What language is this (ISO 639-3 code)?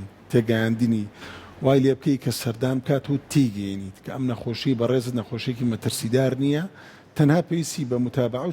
ckb